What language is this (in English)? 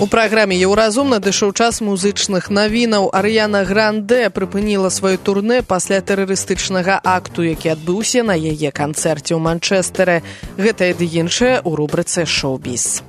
Belarusian